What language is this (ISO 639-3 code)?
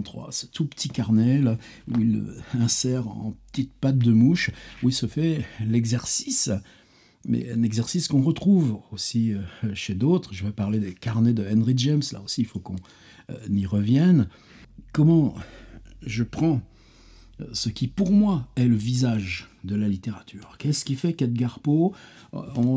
fra